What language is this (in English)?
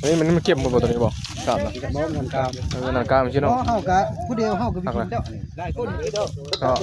Northeastern Thai